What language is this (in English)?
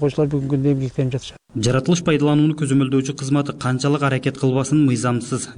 Kyrgyz